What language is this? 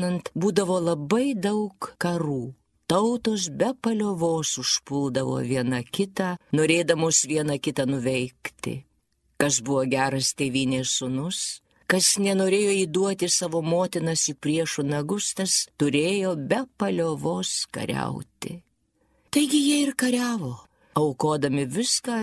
Lithuanian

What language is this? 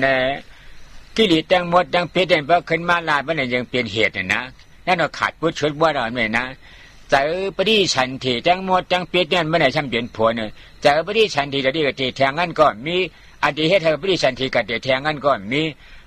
Shan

